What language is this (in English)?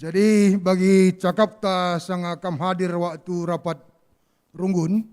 Batak Karo